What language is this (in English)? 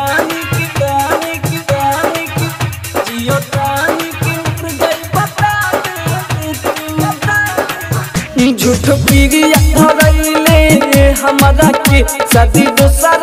Bhojpuri